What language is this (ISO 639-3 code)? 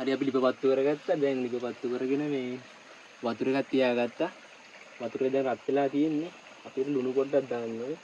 sin